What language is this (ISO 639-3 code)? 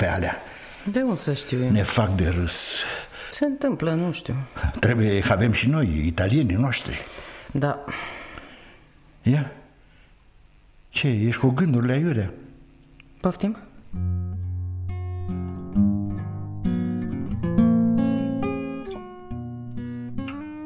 ron